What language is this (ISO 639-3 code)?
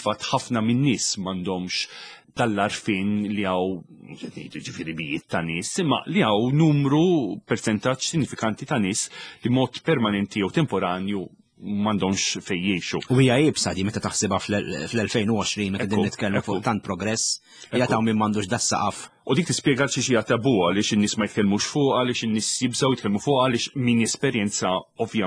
mlt